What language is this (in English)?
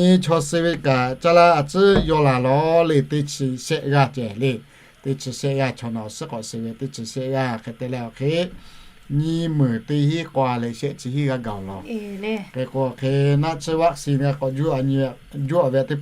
Lahu